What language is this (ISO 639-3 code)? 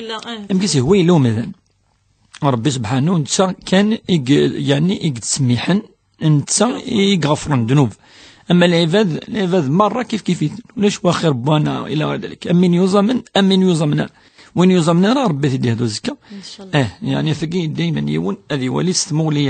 kab